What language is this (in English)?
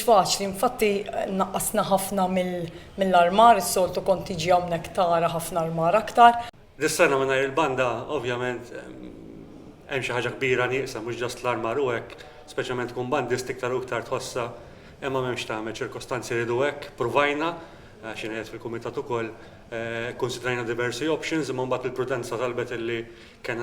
Maltese